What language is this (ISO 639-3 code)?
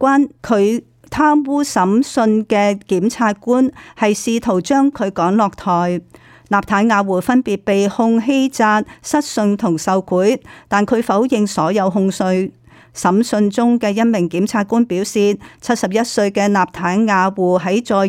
yue